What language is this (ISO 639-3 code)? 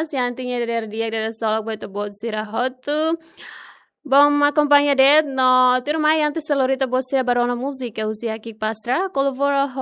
tet